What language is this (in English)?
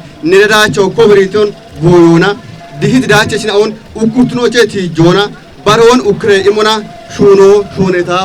Kafa